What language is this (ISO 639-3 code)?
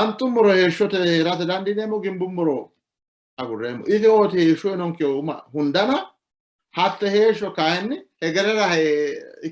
sid